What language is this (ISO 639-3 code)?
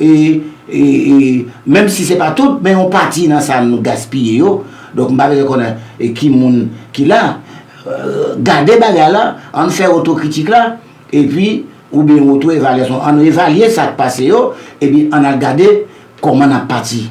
hat